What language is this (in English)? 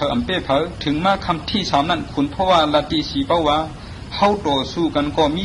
Shan